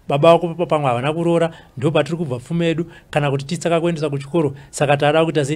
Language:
Shona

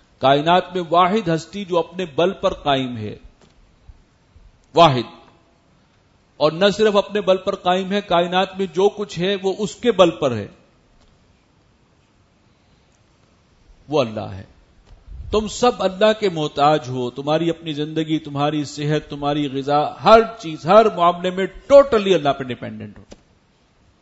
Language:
Urdu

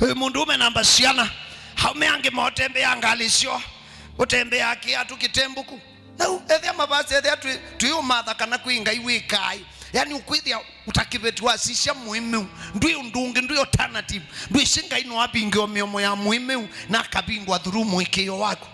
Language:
Kamba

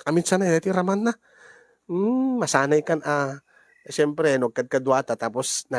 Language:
Iloko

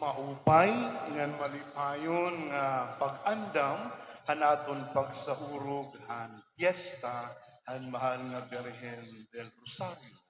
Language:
Waray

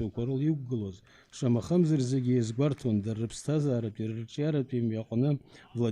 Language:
Abkhazian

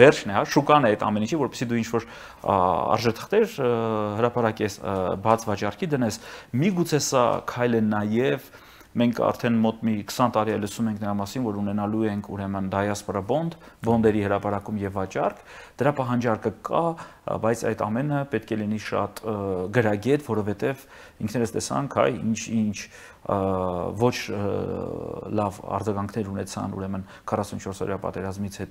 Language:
Armenian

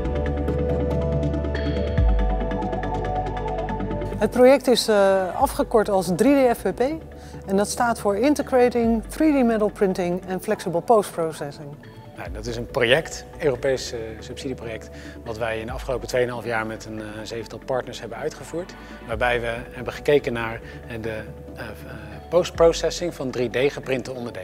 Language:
Dutch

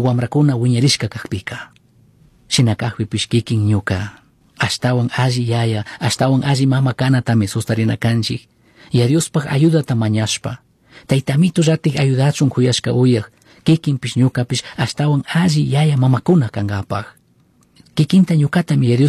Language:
Chimborazo Highland Quichua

